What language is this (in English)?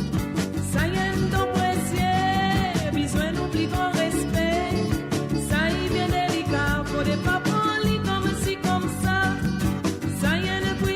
Morisyen